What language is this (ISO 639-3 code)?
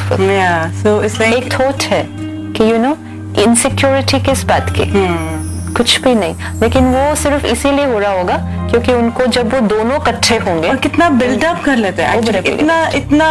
hin